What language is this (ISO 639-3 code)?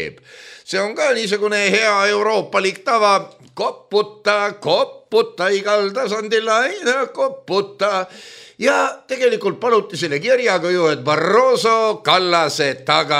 est